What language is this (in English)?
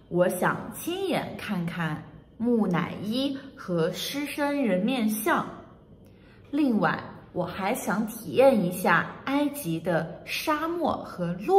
Chinese